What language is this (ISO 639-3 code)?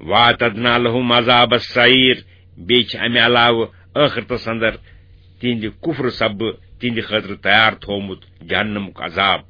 kas